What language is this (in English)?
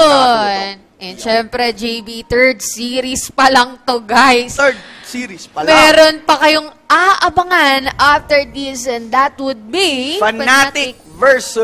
Filipino